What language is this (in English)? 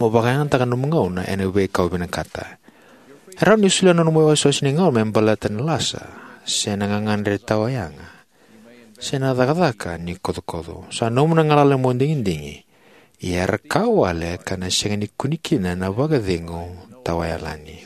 Fijian